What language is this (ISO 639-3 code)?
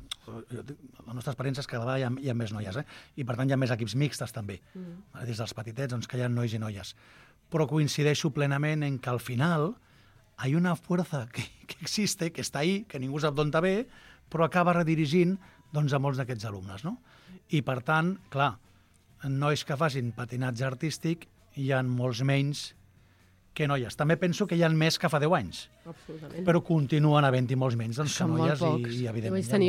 cat